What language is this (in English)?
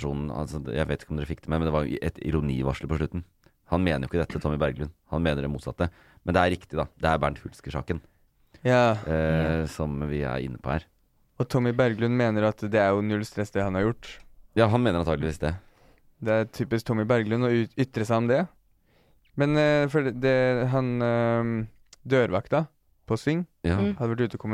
Norwegian